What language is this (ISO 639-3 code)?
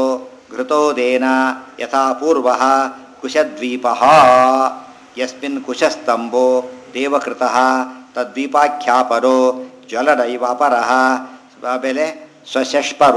kan